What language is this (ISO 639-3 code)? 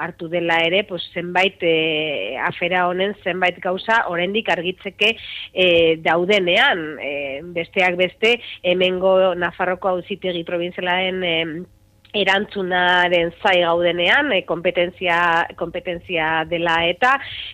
eus